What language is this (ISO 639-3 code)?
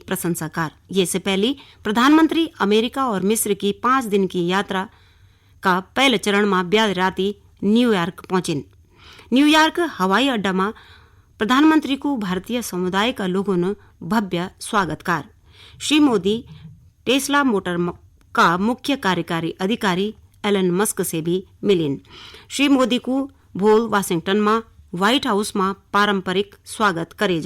gbm